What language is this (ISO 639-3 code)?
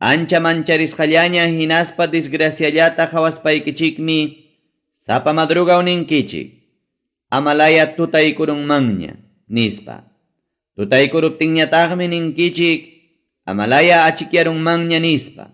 quy